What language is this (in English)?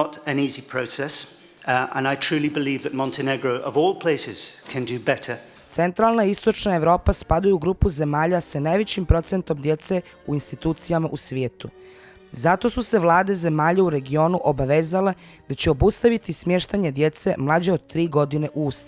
Bosnian